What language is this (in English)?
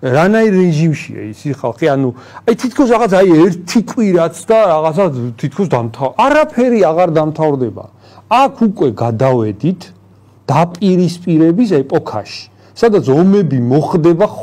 Georgian